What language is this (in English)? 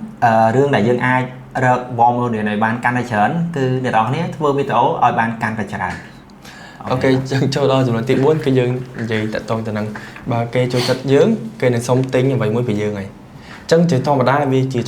Khmer